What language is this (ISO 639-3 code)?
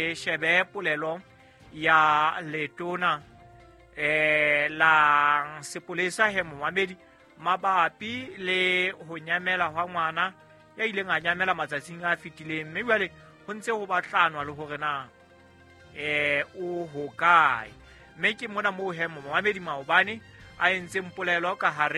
sot